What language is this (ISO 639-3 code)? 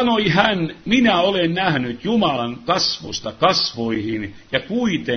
fin